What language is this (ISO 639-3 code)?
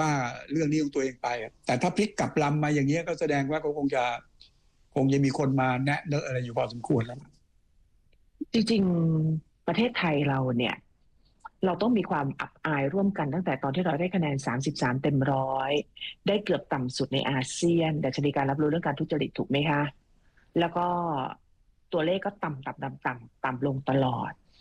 tha